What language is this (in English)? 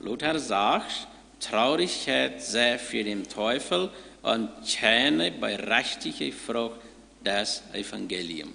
Plautdietsch